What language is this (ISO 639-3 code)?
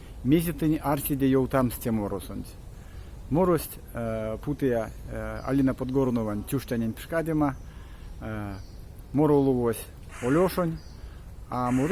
myv